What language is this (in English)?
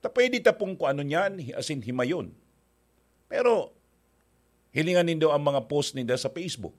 Bikol